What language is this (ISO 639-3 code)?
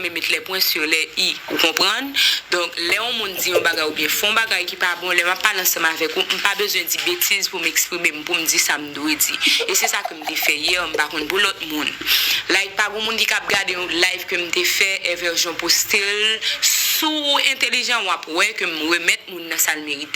hat